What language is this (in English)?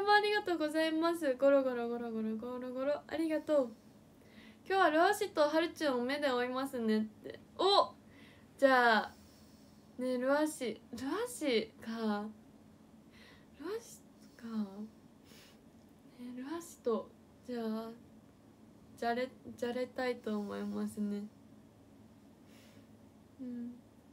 Japanese